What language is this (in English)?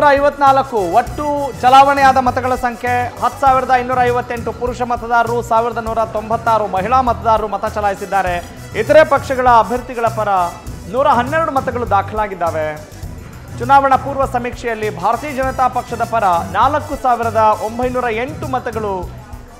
Kannada